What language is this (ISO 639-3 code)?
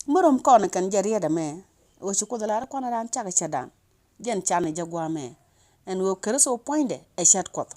nus